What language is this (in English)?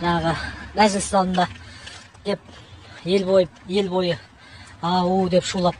Kazakh